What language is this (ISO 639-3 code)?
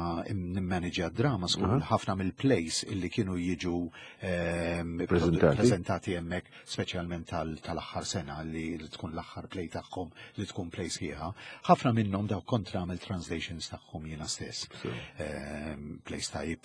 mlt